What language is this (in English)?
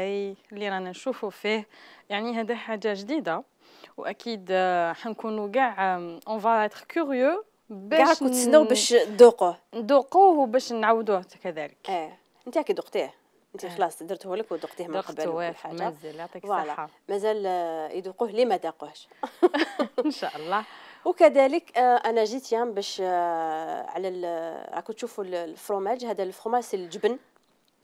Algerian Arabic